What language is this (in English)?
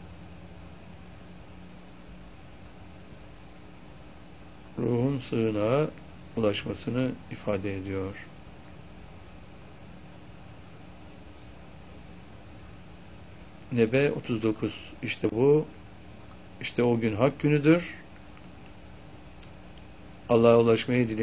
Turkish